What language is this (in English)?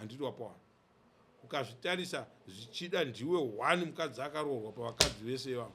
Shona